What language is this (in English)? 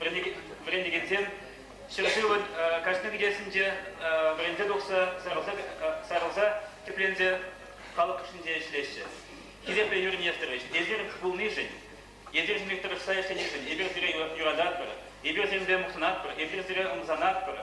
Chuvash